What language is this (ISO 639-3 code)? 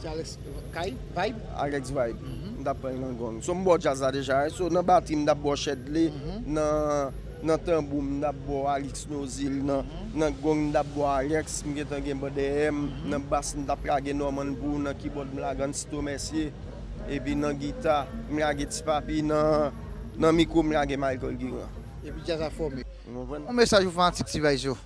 hat